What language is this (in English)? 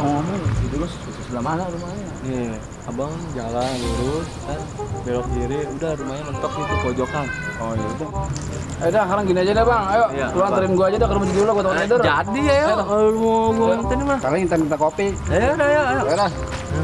Betawi